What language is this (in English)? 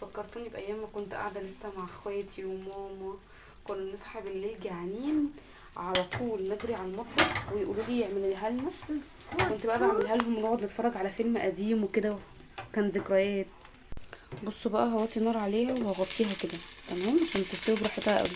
Egyptian Arabic